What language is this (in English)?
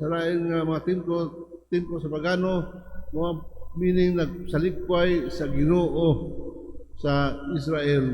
Cebuano